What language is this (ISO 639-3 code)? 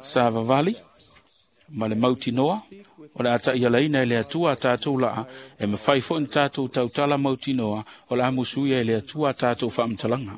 smo